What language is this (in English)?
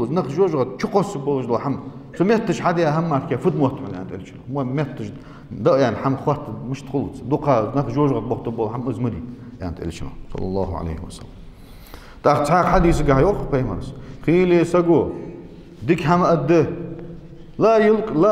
Ingush